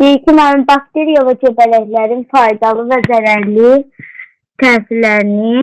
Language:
Azerbaijani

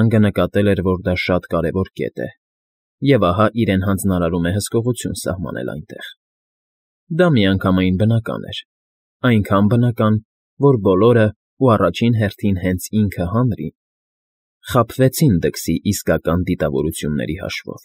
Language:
Armenian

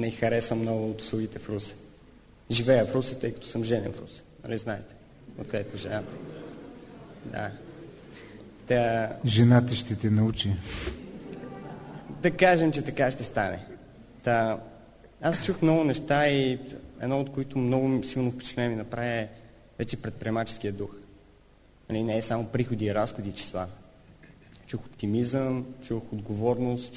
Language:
Bulgarian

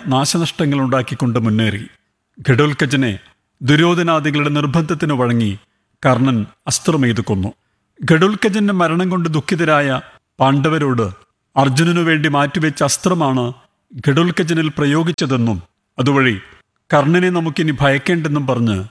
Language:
Malayalam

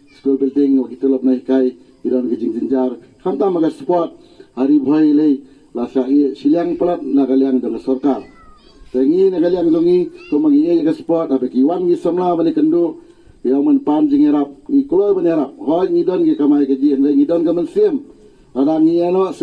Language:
Khasi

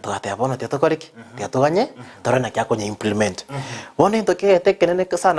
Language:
Gusii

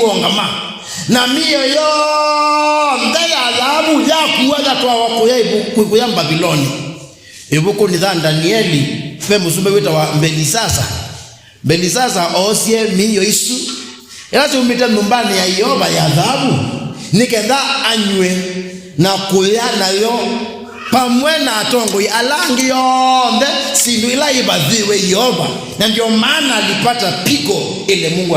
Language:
Kamba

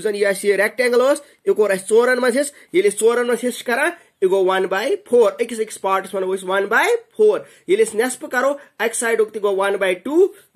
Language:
Kashmiri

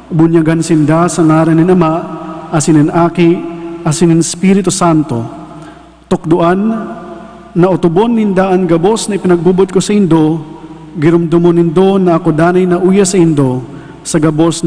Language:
Bikol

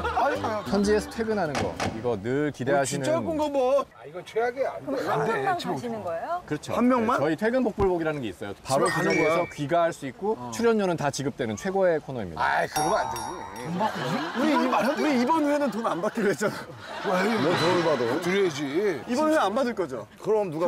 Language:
Korean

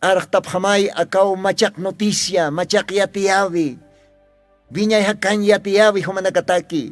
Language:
Aymara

